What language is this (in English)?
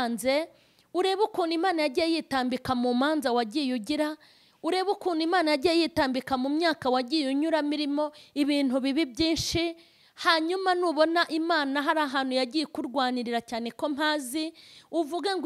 Kinyarwanda